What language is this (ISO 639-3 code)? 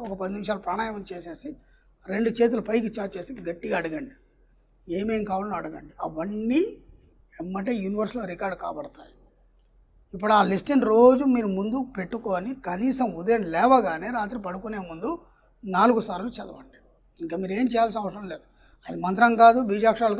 tel